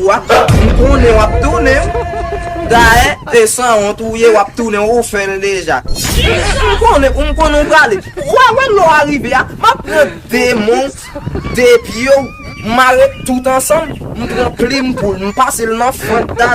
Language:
Haitian Creole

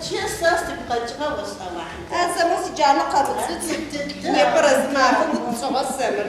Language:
Adyghe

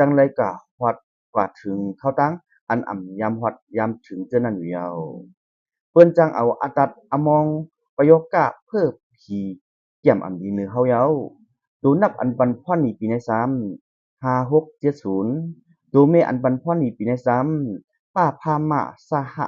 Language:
Shan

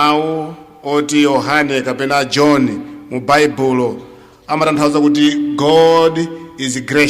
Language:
Nyanja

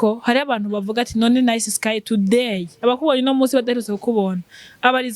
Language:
Rundi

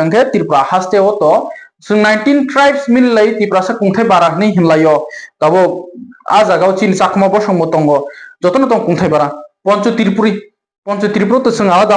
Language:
Kok Borok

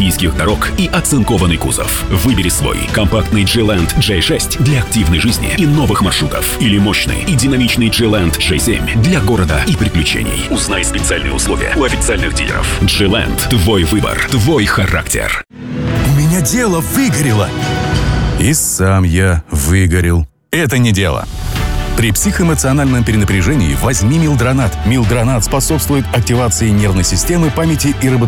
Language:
Russian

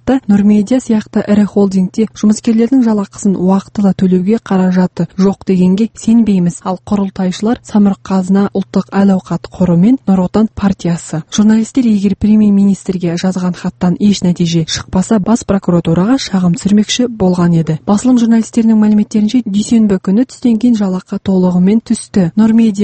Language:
Kazakh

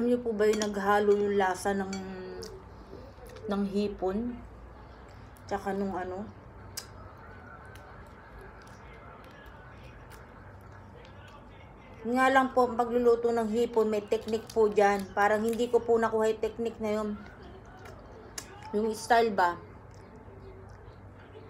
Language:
Filipino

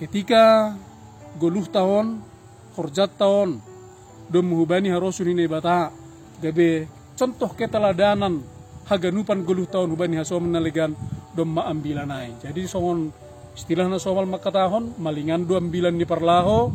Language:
Batak Simalungun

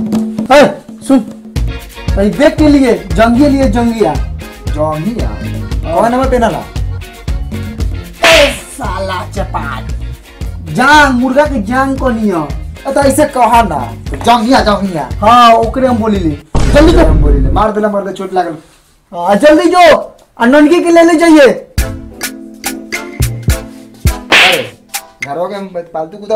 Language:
Bhojpuri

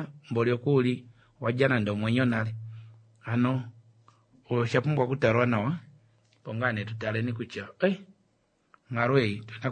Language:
Kuanyama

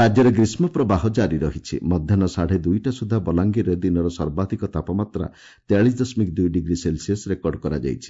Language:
Odia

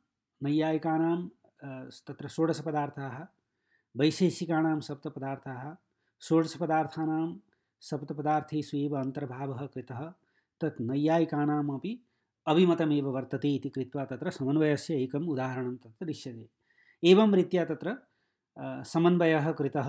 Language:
Sanskrit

